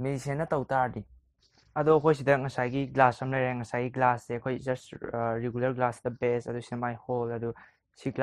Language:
Manipuri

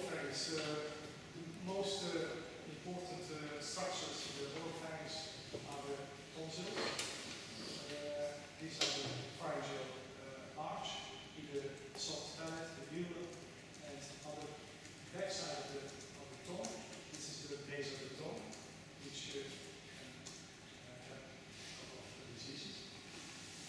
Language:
English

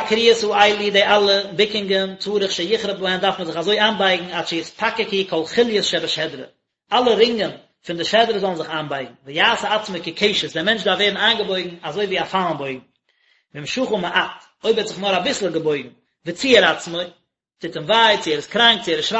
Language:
Yiddish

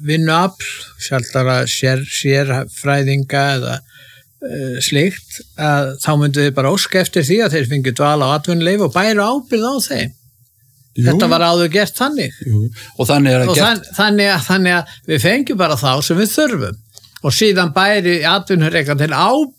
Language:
Icelandic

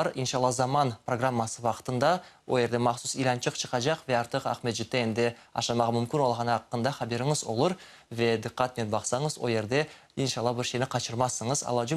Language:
Crimean Tatar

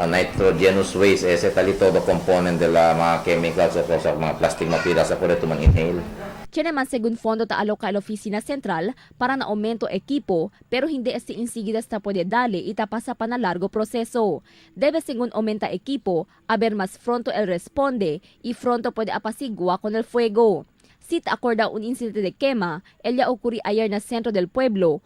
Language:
Chavacano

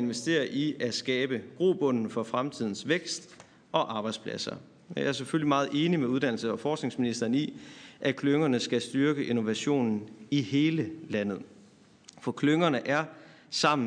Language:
Danish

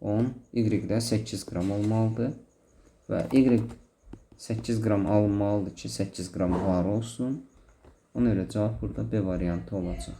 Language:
Azerbaijani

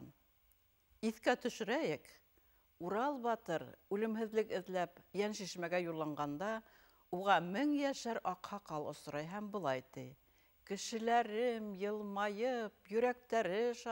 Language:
Bashkir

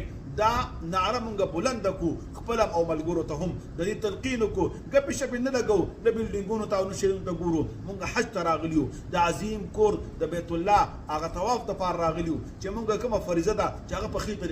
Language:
Pashto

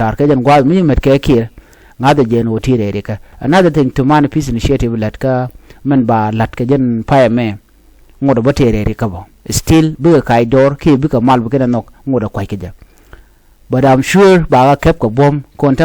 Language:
Nuer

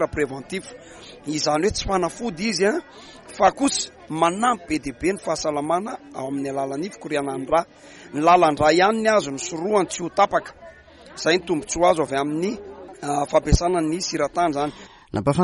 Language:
Malagasy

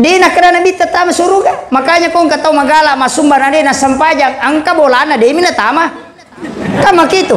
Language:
Buginese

